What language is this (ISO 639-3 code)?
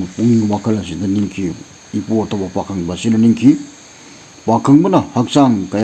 mni